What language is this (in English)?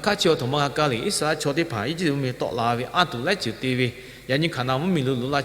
Lahu